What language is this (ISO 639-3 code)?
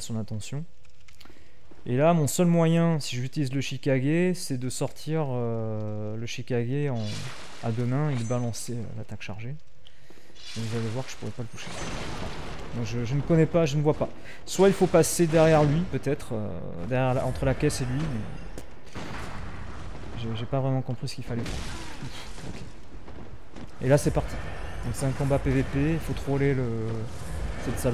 fra